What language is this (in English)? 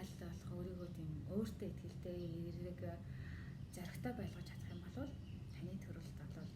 Mongolian